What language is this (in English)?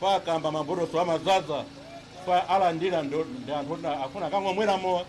Nyanja